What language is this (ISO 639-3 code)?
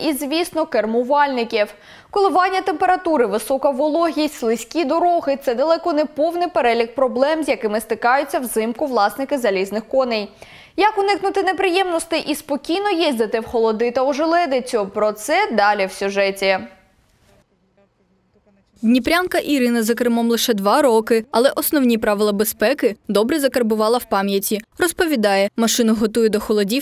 ukr